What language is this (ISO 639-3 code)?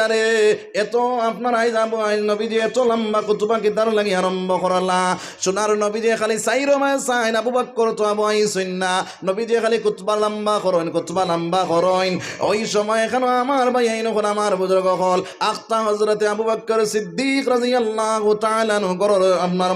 syl